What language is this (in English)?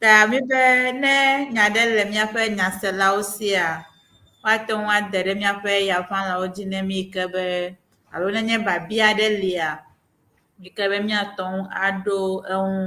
Ewe